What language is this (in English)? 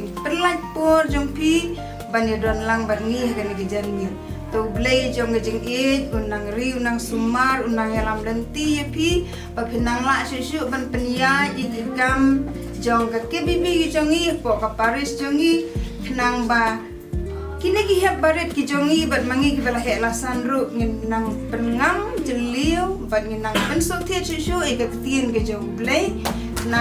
Khasi